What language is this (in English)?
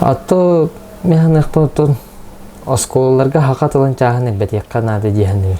Yakut